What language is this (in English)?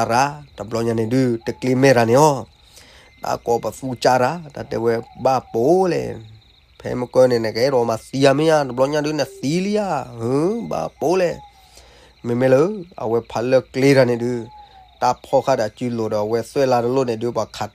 S'gaw Karen